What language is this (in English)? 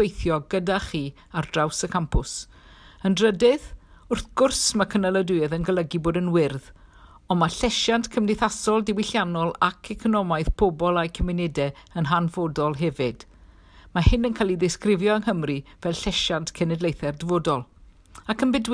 Welsh